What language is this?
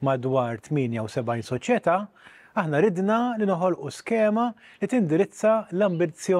Maltese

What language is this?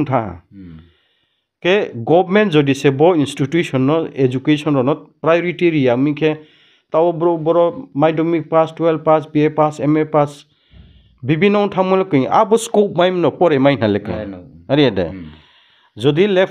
Riang (India)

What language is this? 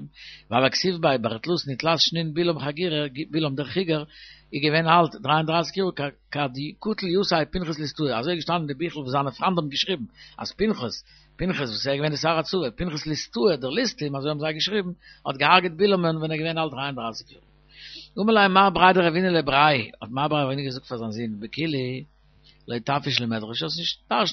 Yiddish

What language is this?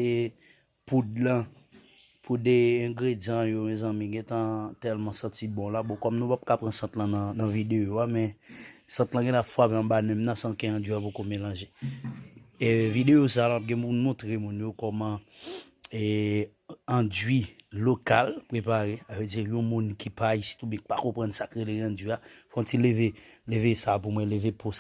Haitian Creole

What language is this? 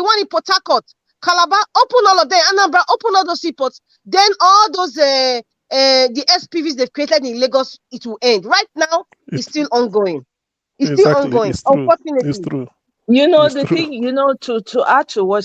Nigerian Pidgin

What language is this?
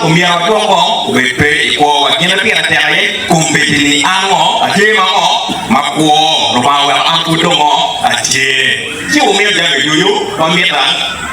Acoli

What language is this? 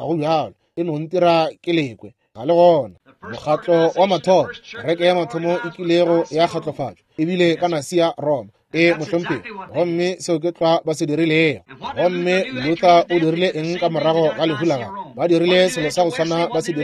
Northern Sotho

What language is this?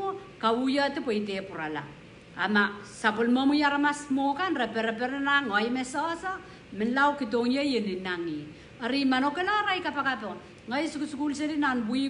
Pohnpeian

